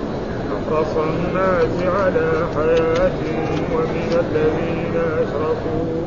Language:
Arabic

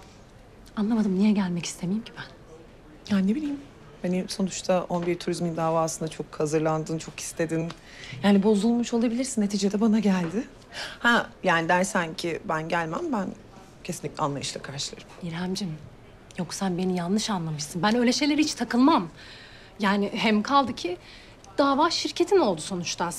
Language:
Turkish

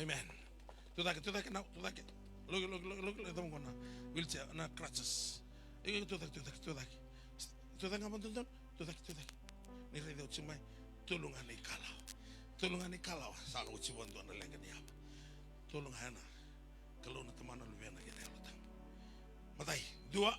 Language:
Fijian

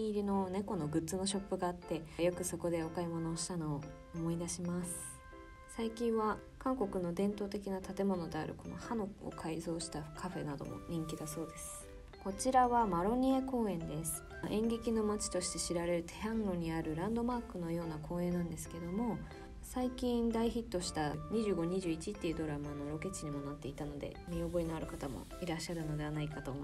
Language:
Japanese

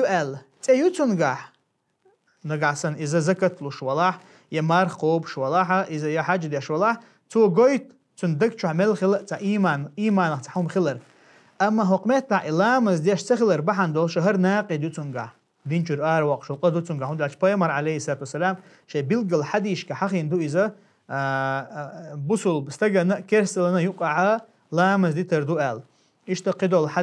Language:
Chechen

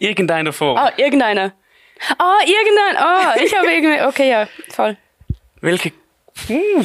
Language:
Swiss German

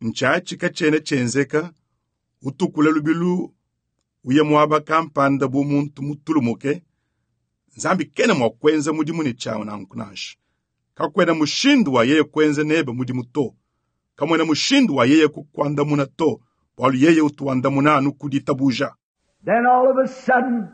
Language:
Luba-Lulua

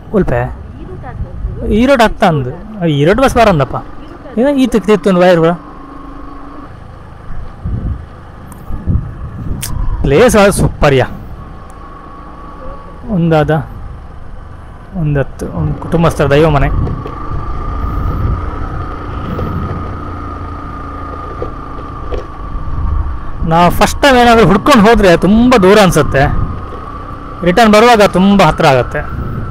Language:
Kannada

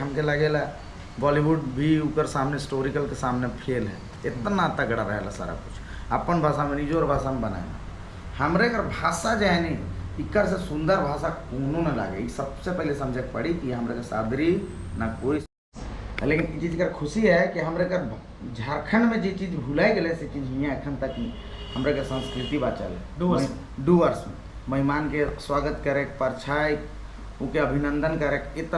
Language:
Sadri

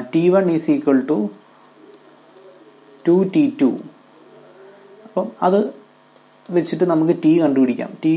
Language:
Malayalam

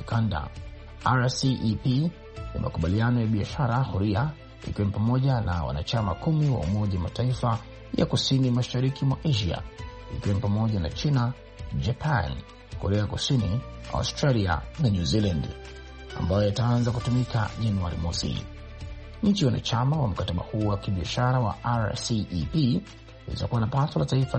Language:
Swahili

